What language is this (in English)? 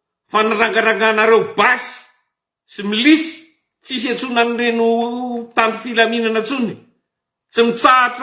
Malagasy